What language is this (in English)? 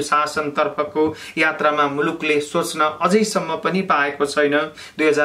Nepali